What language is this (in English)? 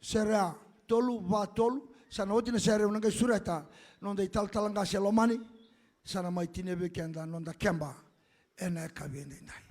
Fijian